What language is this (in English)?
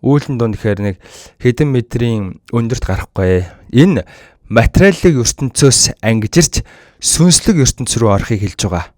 Mongolian